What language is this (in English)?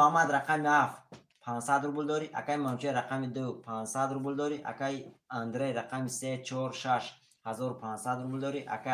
Tajik